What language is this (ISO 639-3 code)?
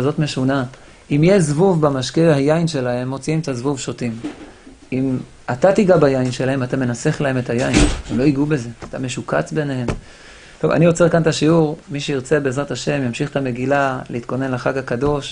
heb